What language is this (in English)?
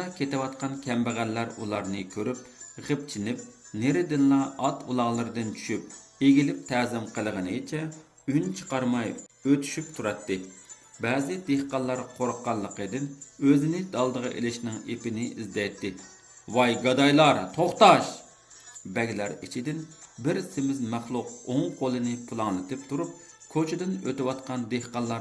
Uyghur